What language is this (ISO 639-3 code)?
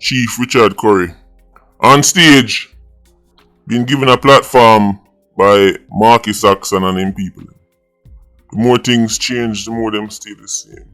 jam